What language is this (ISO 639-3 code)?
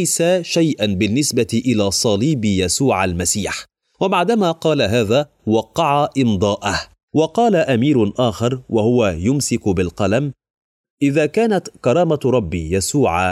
ara